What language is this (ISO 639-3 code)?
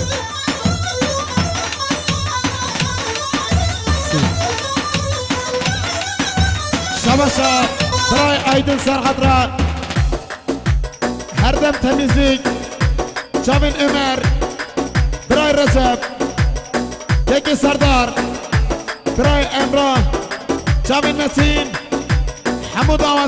kur